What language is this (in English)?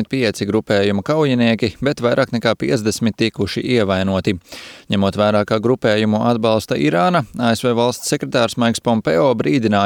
Latvian